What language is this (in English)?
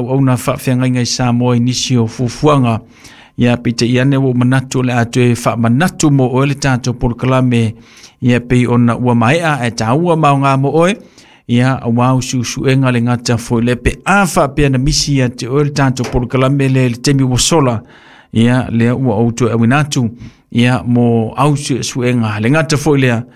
Samoan